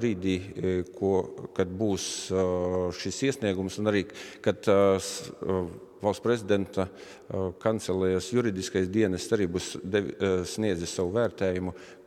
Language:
Latvian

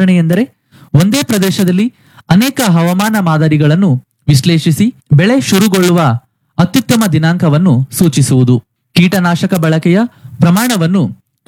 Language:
Kannada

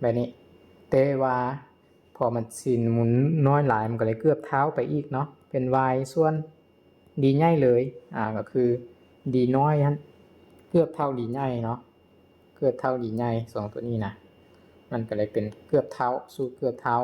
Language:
Lao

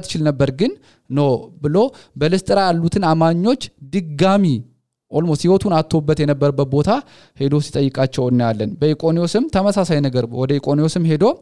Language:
Amharic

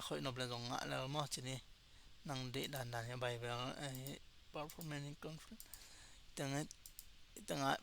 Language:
Tedim Chin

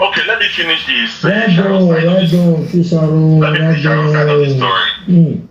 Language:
Nigerian Pidgin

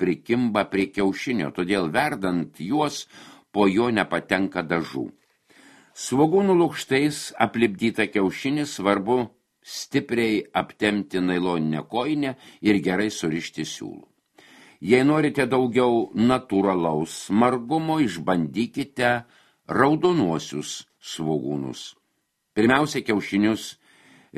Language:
Lithuanian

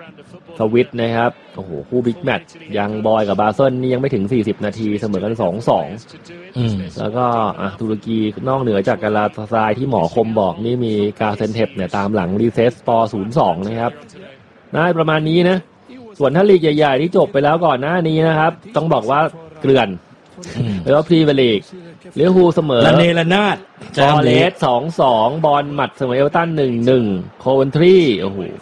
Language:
Thai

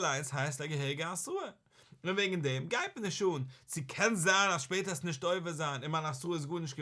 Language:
Yiddish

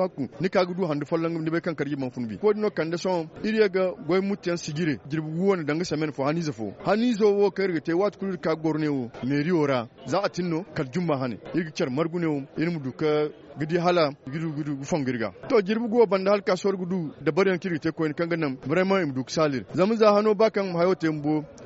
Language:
Zarma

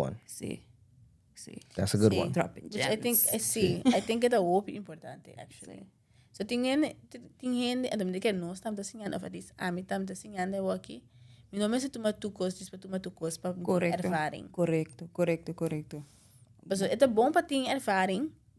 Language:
Papiamento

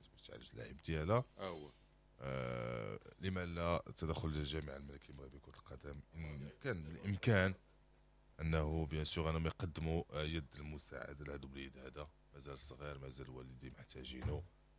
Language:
Moroccan Arabic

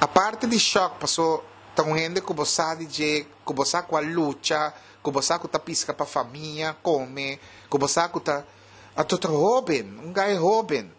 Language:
Papiamento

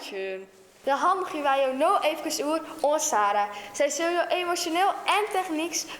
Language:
Western Frisian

